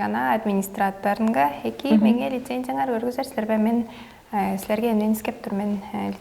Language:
Tuvinian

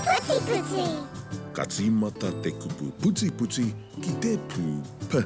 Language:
Māori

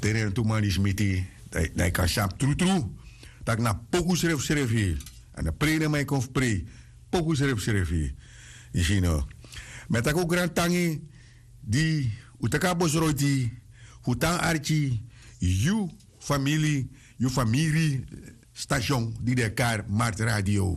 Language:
Sranan Tongo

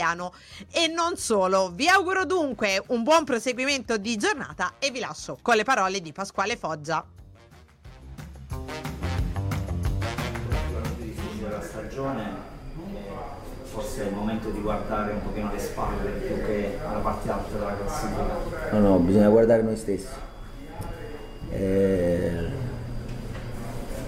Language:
Italian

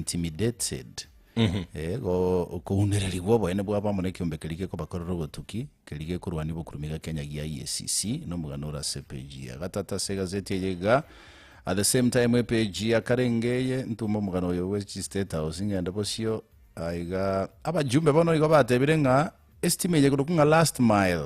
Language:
Gusii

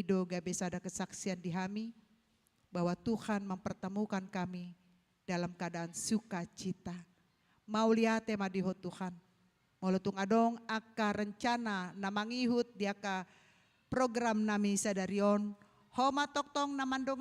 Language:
Batak Toba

